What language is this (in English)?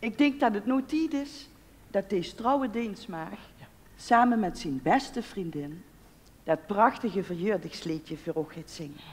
Limburgish